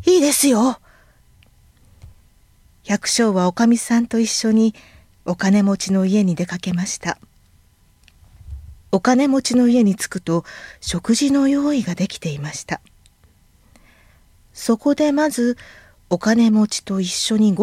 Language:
Japanese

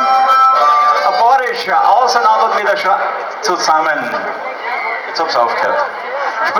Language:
Bavarian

